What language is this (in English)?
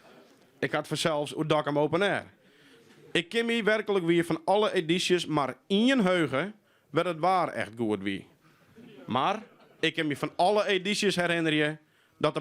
Western Frisian